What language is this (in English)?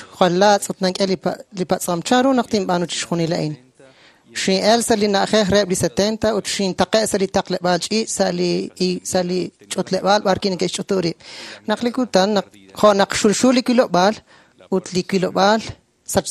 Kekchí